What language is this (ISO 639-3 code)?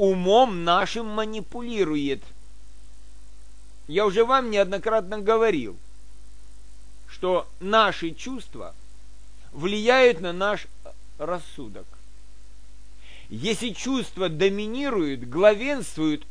rus